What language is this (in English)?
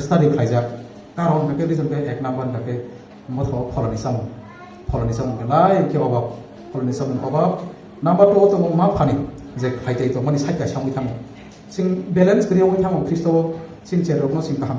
Kok Borok